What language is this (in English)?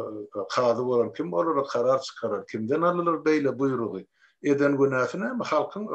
Turkmen